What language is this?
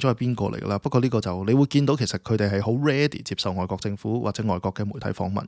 Cantonese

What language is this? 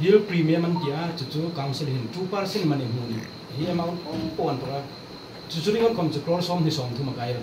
Hmar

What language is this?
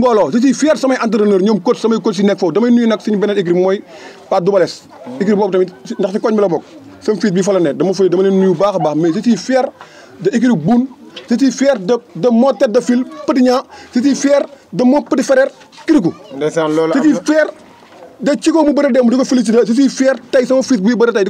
Wolof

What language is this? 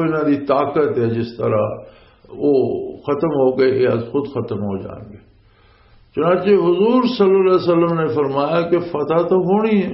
Western Panjabi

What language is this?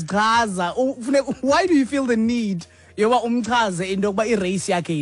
Xhosa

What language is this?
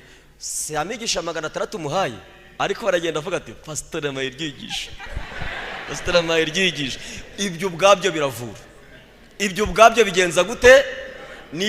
Kinyarwanda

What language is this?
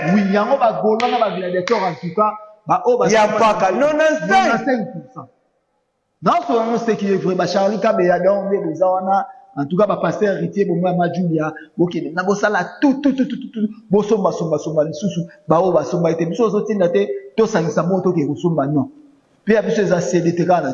Lingala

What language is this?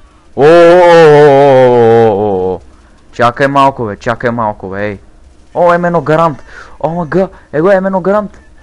Bulgarian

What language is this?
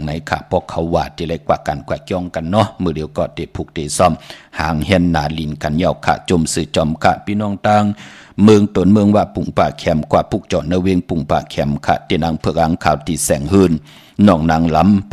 Shan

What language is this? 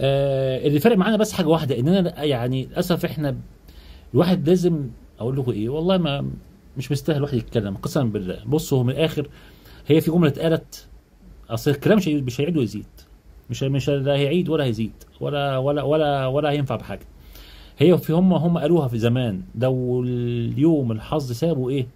Egyptian Arabic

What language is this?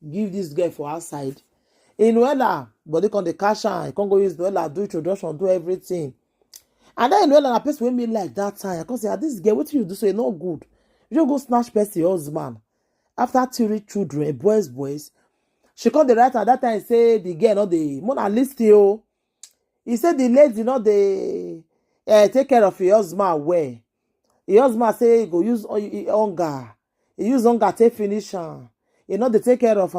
Nigerian Pidgin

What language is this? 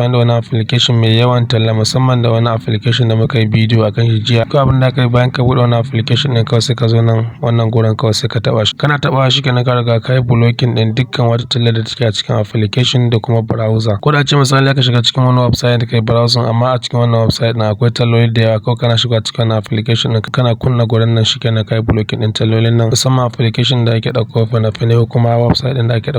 Hausa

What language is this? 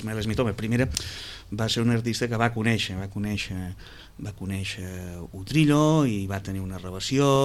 Catalan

